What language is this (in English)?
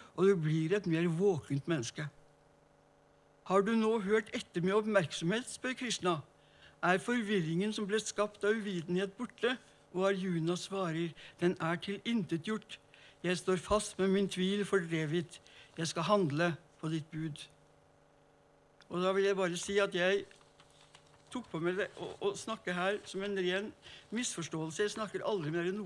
Norwegian